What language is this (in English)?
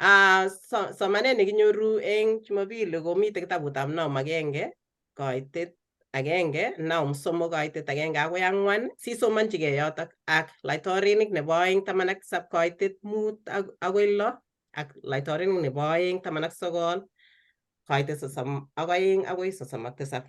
Kalenjin